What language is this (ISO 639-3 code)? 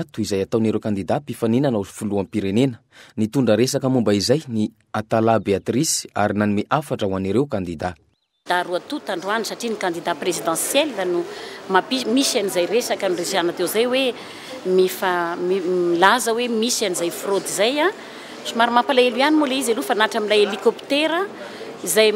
mlg